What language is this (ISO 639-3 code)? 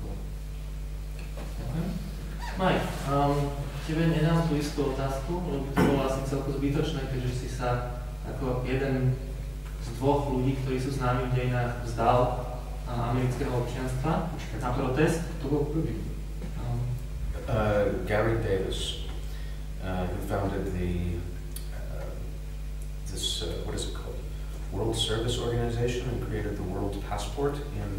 slk